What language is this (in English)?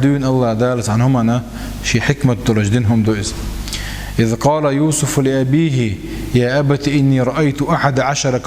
Chechen